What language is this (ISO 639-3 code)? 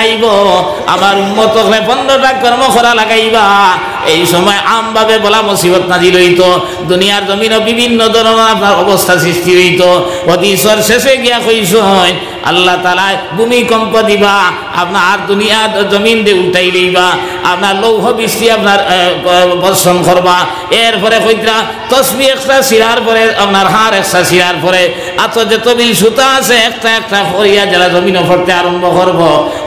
syl